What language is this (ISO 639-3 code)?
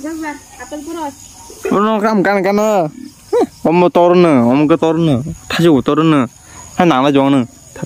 trp